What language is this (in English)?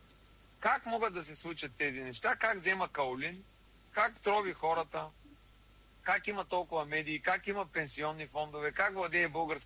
Bulgarian